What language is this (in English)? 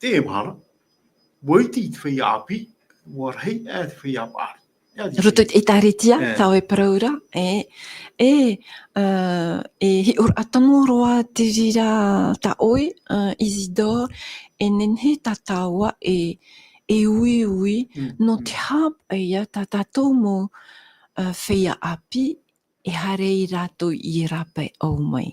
Tahitian